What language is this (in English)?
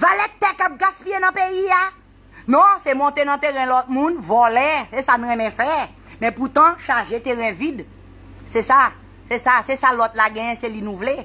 Haitian Creole